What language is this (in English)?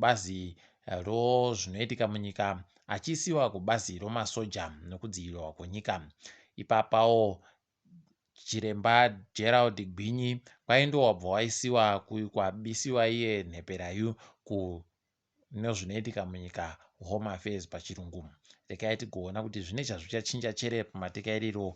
Ndau